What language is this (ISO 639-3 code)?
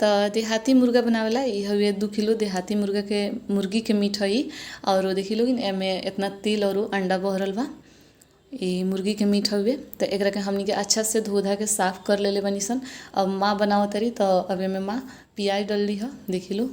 bho